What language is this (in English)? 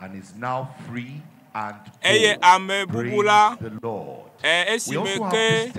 Ewe